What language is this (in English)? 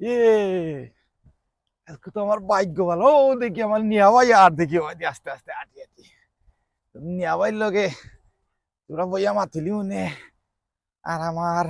Sylheti